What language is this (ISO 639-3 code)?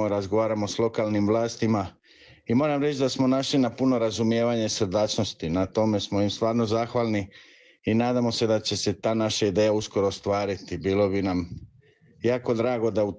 hrv